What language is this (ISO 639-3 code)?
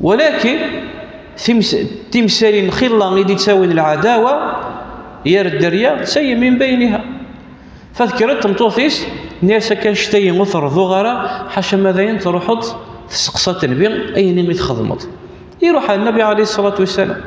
kab